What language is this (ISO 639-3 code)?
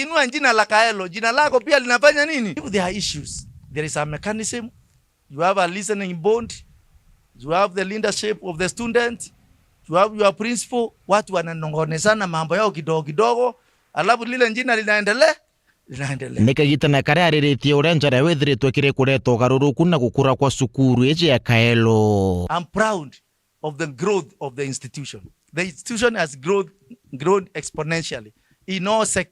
mer